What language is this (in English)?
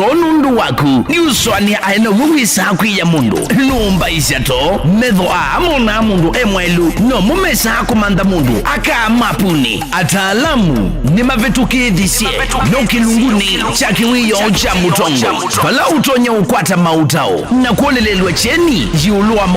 Kamba